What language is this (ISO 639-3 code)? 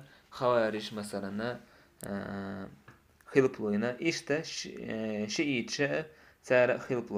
che